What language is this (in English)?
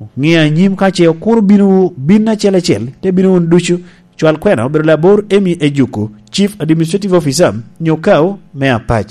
Lango (Uganda)